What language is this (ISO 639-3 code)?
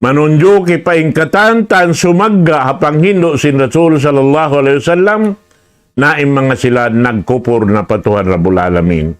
tsg